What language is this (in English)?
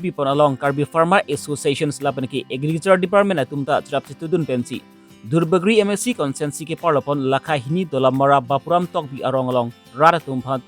Karbi